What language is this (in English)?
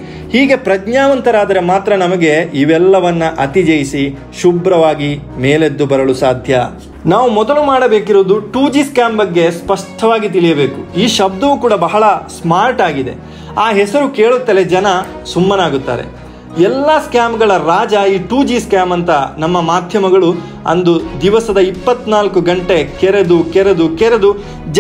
Kannada